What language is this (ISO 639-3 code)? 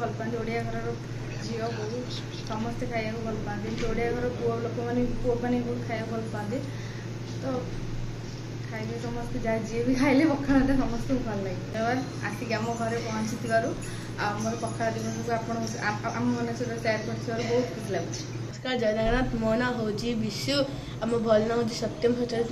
ori